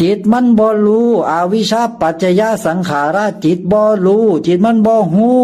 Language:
Northeastern Thai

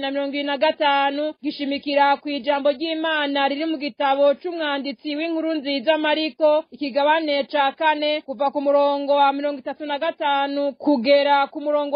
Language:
Rundi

